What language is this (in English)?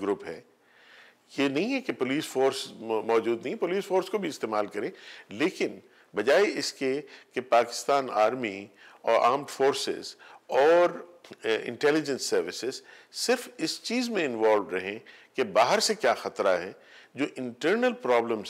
Urdu